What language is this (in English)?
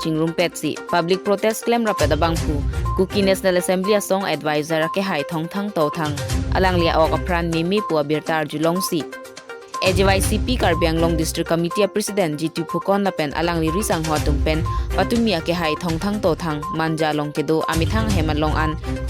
Karbi